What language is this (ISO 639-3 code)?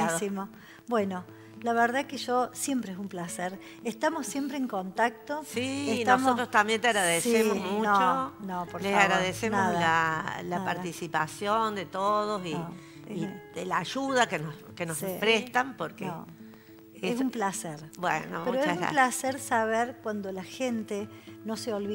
spa